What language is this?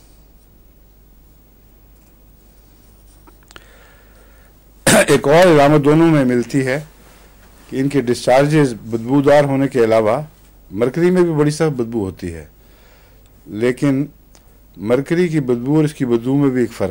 Urdu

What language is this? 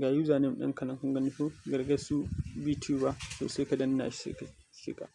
Hausa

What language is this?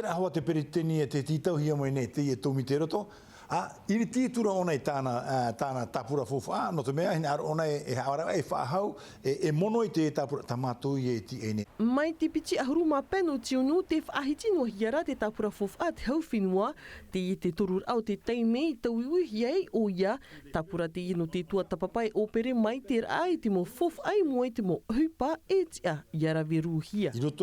Tahitian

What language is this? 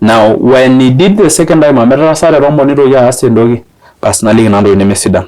Masai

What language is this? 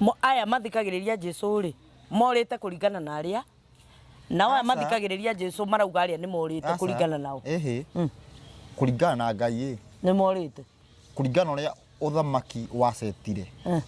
Kikuyu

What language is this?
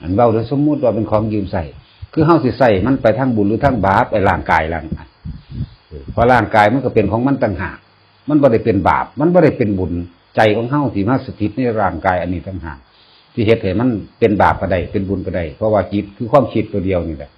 Northeastern Thai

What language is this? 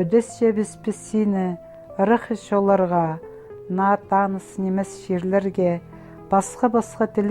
Khakas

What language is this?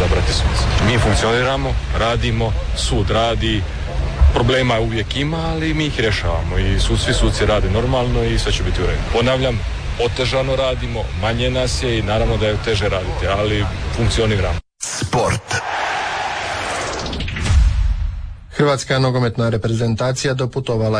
Croatian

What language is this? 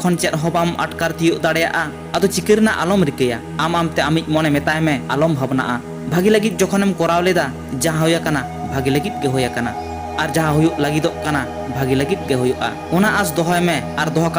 Santali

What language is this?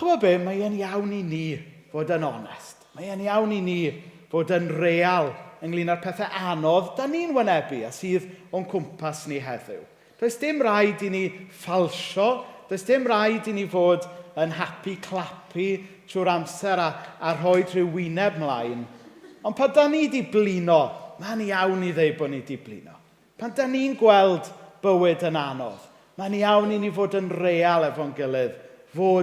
Welsh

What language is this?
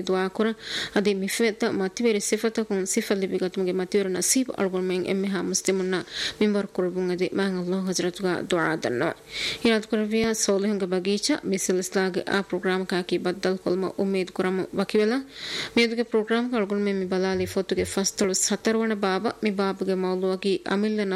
Divehi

